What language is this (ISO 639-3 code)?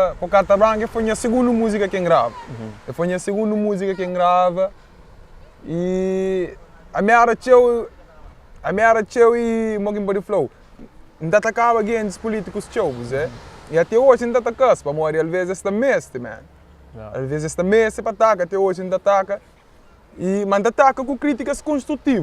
kea